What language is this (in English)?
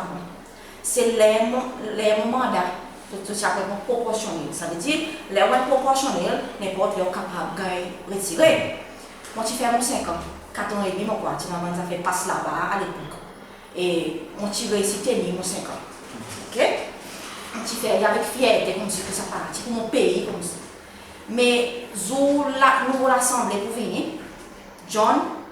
Seselwa Creole French